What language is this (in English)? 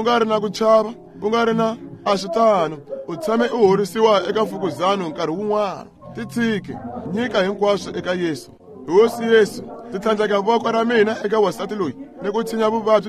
Tsonga